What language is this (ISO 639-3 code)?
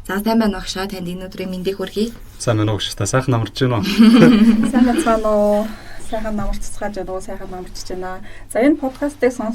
mon